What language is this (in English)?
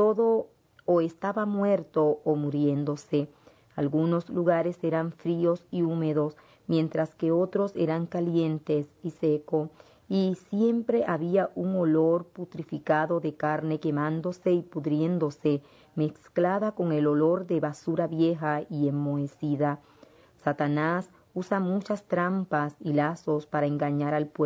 Spanish